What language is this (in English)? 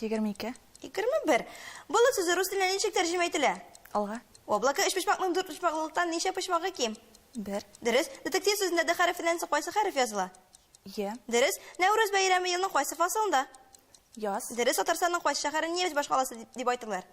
Tatar